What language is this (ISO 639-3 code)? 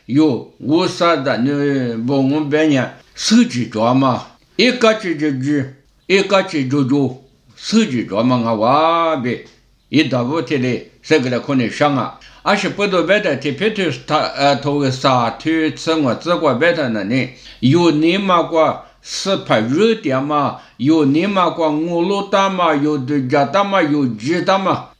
lis